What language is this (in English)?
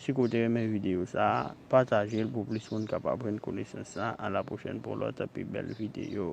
Haitian Creole